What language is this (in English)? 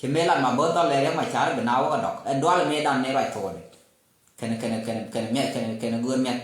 Nuer